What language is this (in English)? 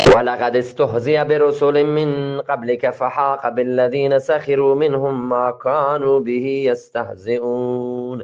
Eastern Balochi